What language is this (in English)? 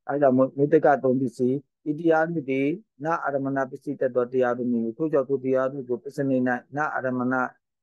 Burmese